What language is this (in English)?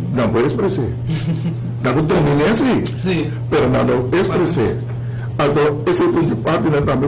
Papiamento